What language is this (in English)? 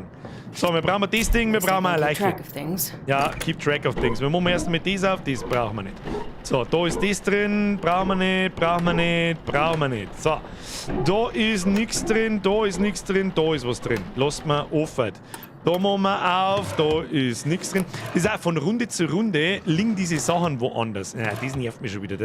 Bavarian